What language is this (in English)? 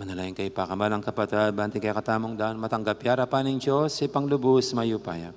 Pampanga